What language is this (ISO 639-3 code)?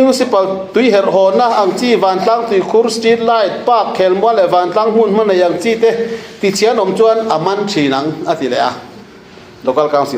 lus